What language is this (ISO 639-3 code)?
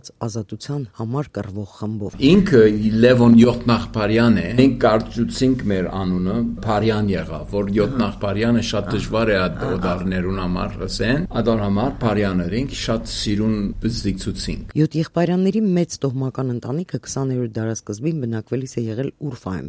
hye